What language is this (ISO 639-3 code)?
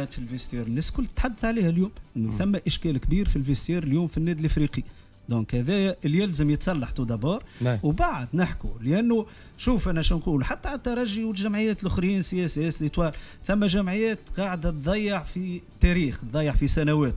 aeb